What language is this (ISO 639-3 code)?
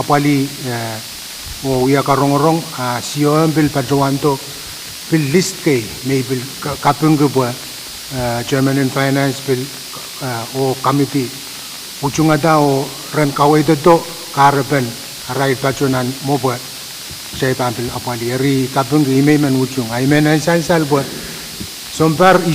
pon